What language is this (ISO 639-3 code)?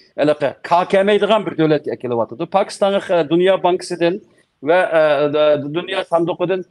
uig